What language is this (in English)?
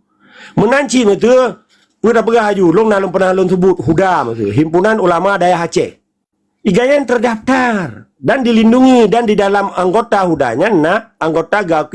Achinese